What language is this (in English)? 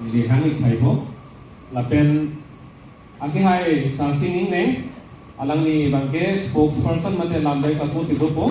Karbi